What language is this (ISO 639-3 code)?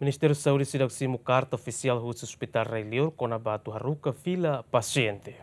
tet